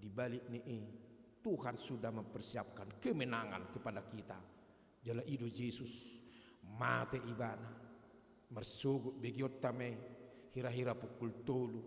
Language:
Batak Toba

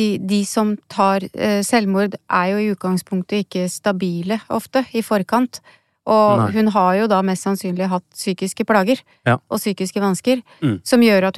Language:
Norwegian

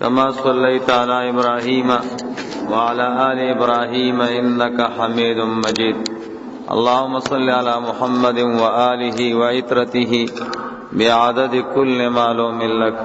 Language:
Pashto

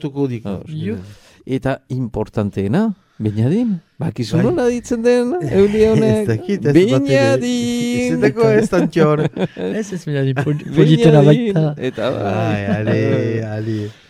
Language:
Basque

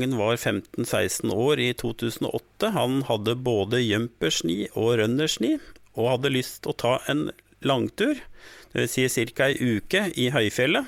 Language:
Norwegian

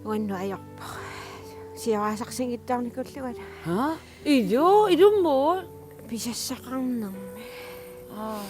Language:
Kalaallisut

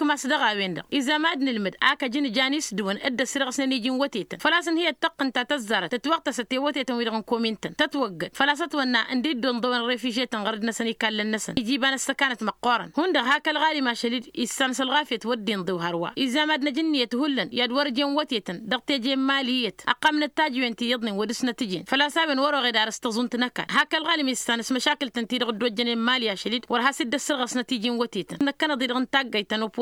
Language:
Tamasheq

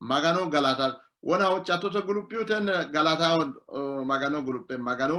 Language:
Sidamo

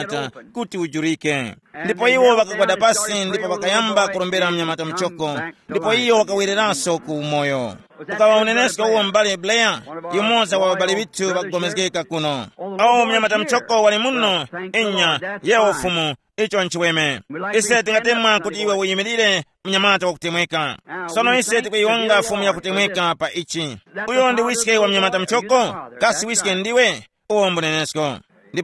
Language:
Tumbuka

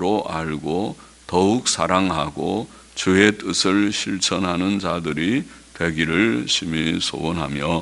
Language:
Korean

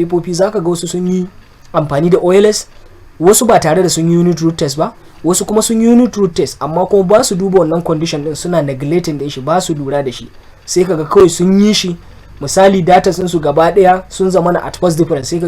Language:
Hausa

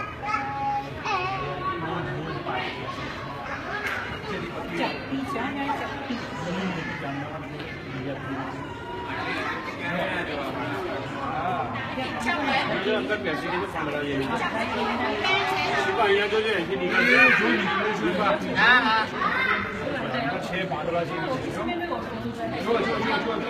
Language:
Gujarati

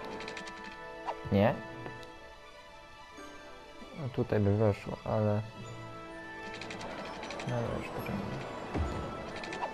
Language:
Polish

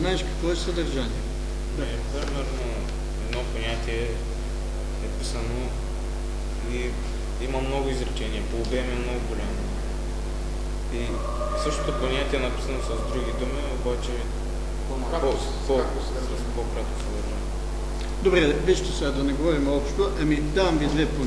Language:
Bulgarian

